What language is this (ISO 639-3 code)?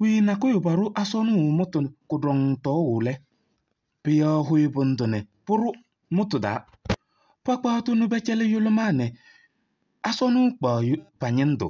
kbp